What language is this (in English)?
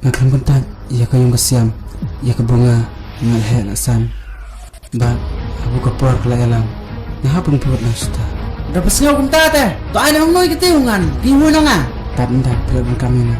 Khasi